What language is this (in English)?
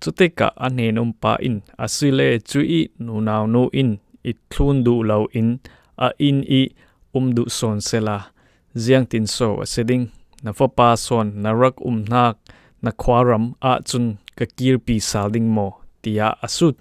Falam Chin